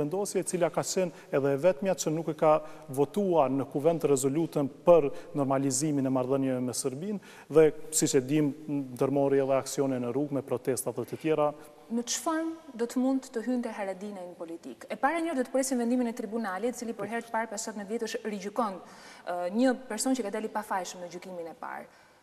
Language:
Albanian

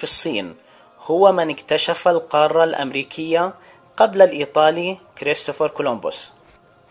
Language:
Arabic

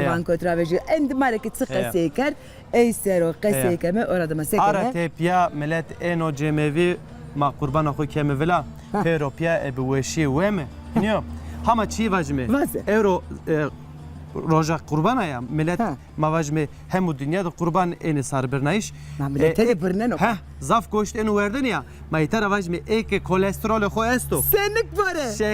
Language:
Zaza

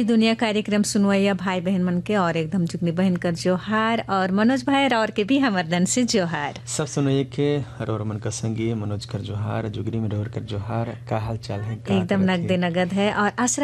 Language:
Sadri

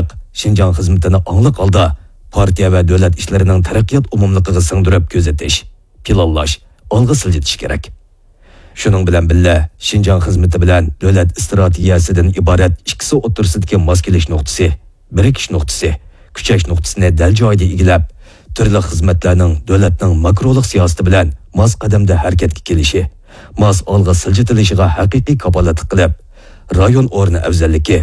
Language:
Uyghur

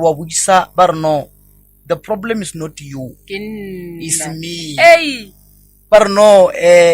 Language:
Northern Sotho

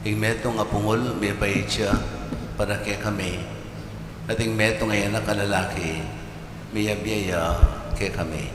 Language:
Pampanga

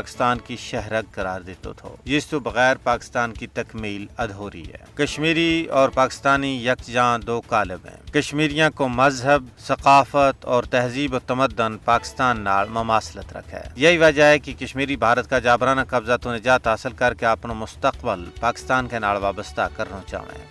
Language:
Gujari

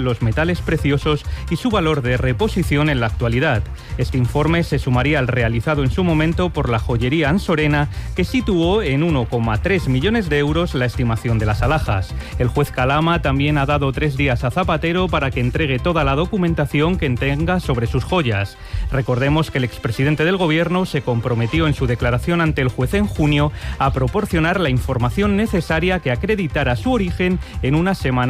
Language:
Spanish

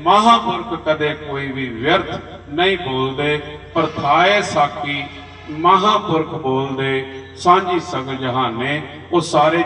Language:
Punjabi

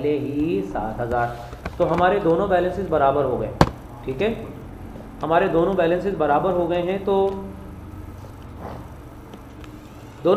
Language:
Hindi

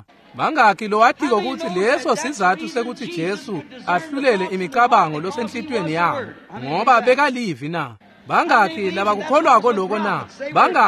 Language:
Swati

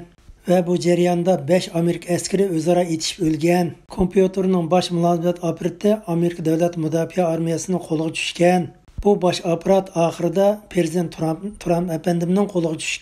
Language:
Uyghur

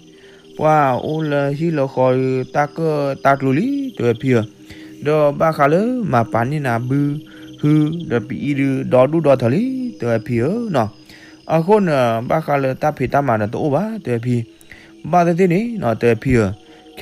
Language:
S'gaw Karen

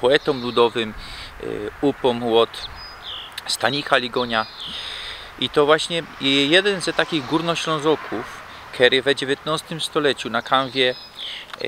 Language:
Silesian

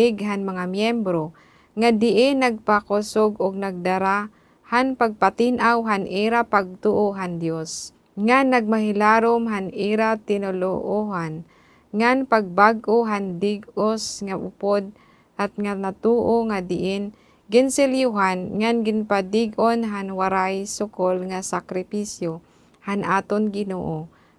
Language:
Waray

